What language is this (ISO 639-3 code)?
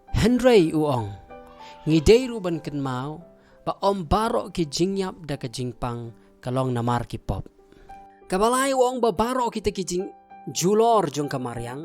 kha